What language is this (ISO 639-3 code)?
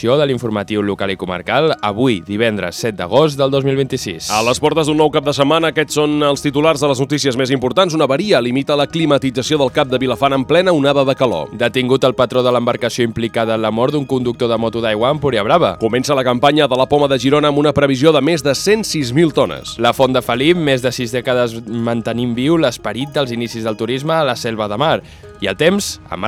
cat